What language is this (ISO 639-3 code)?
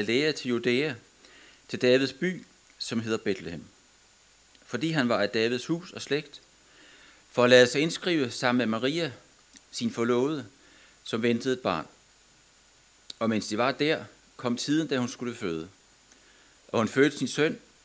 dan